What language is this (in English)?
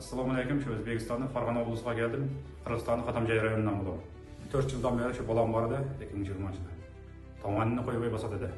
Uzbek